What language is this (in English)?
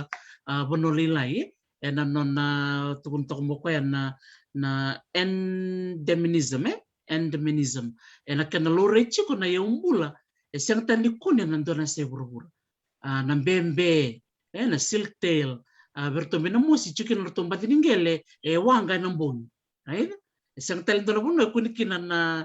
Fijian